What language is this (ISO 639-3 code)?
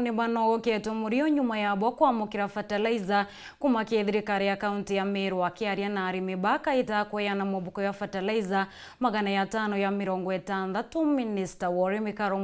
mer